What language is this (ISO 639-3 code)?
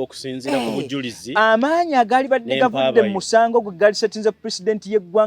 lug